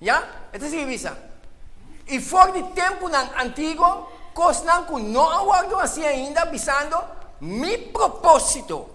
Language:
Papiamento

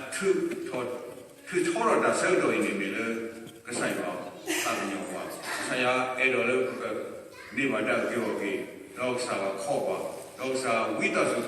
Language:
S'gaw Karen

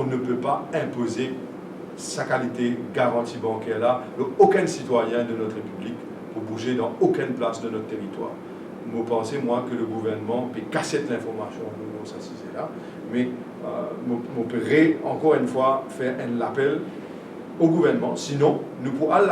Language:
Morisyen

